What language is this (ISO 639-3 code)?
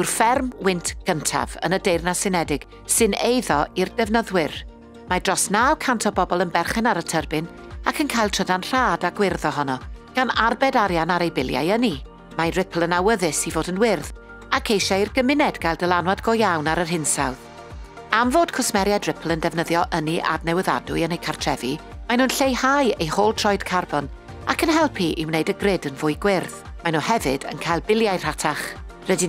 cym